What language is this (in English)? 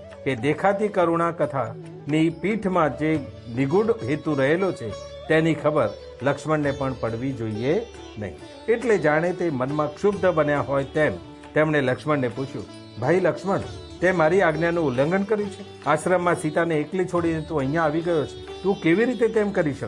Gujarati